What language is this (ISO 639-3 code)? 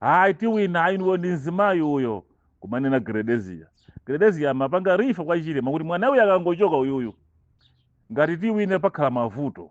nya